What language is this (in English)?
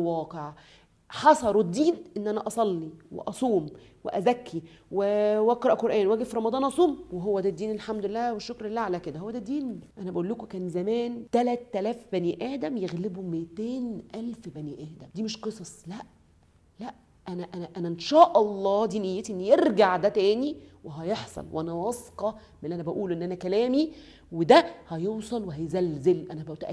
Egyptian Arabic